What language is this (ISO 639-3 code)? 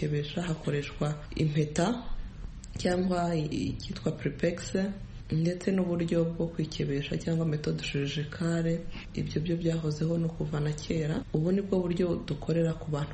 kin